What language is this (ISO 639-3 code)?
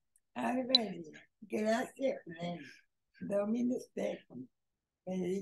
lat